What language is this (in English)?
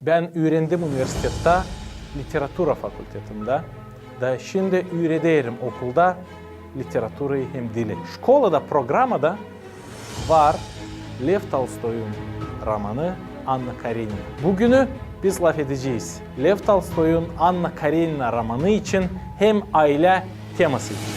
Gagauz